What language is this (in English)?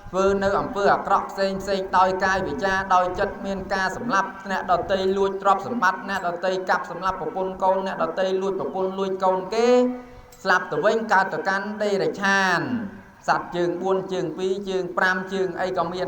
Khmer